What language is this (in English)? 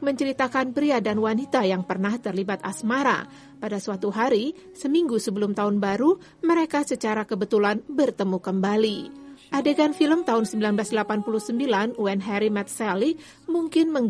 Indonesian